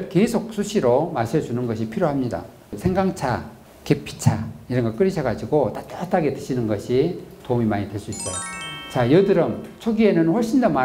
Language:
Korean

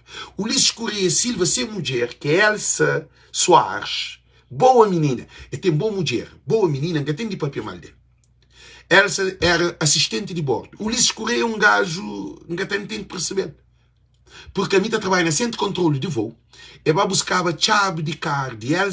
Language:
Kabuverdianu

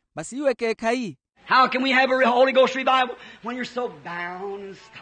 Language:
Makhuwa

